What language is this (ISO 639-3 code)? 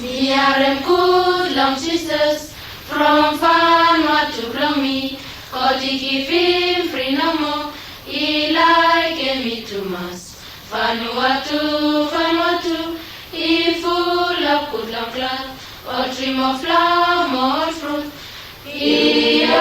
bis